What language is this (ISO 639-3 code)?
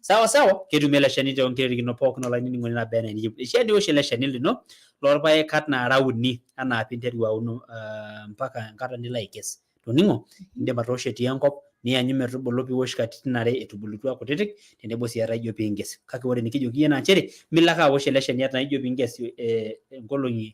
mas